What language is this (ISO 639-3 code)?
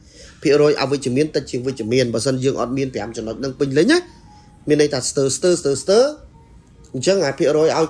khm